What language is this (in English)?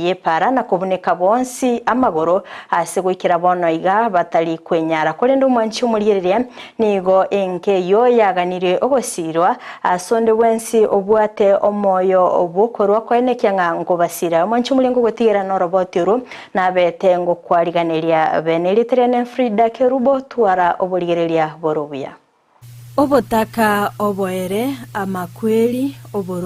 Gusii